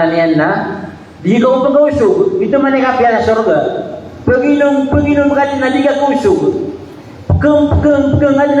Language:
Maranao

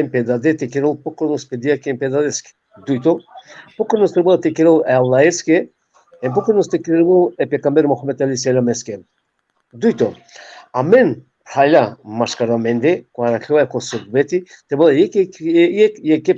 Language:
Balkan Romani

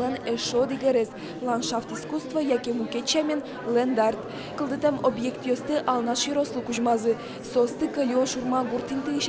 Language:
Udmurt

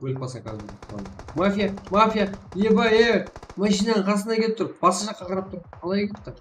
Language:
Kara-Kalpak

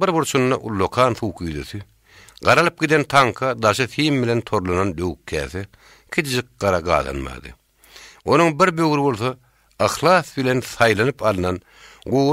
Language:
Turkmen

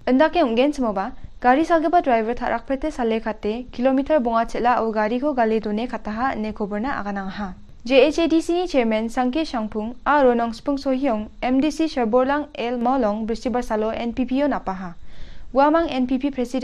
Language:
Garo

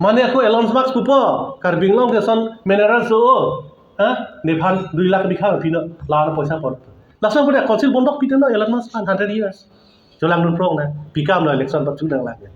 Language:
Karbi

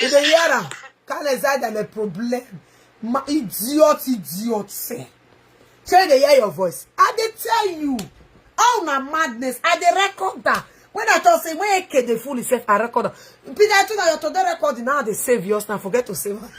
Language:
Nigerian Pidgin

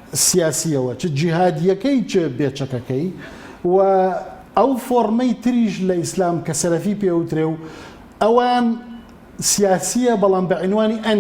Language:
Central Kurdish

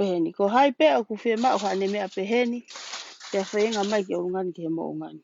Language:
Tongan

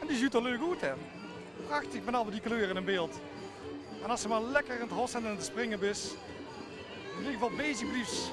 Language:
Limburgish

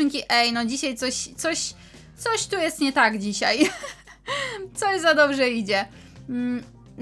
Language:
Polish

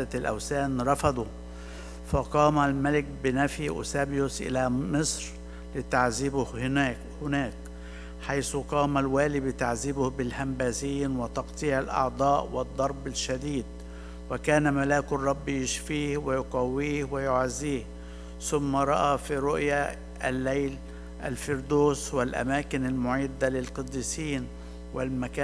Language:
Arabic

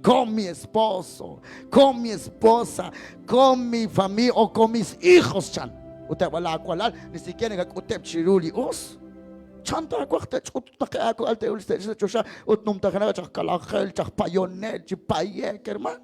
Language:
Kekchí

